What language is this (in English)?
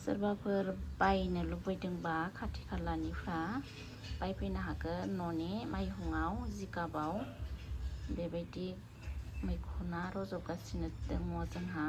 Bodo